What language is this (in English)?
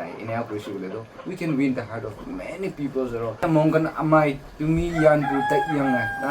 Naga Pidgin